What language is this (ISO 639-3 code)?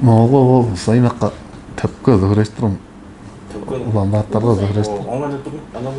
tyv